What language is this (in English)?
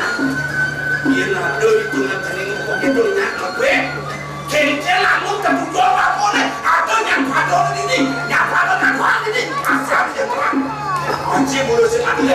Balinese